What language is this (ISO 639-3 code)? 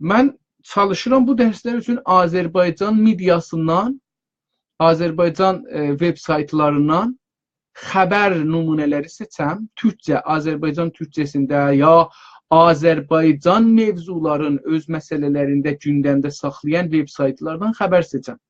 azb